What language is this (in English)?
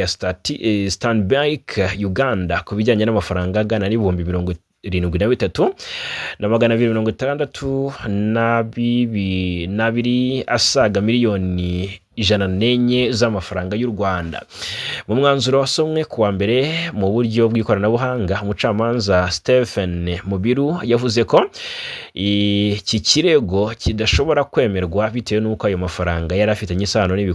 Kinyarwanda